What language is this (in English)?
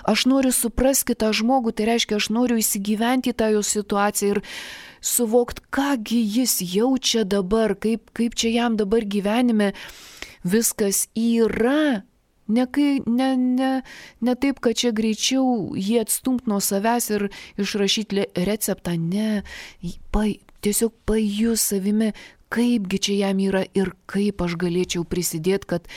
Lithuanian